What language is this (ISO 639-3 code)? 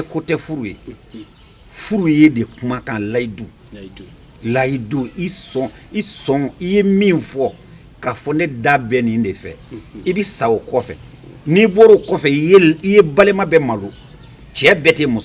bam